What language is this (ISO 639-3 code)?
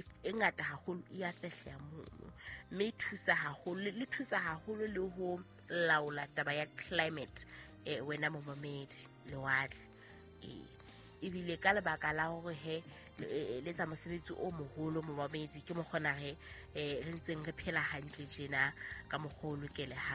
sot